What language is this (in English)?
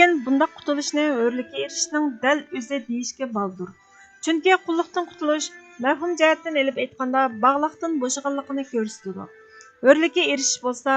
Uyghur